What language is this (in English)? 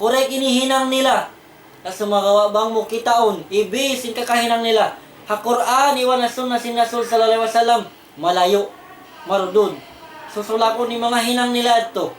Tausug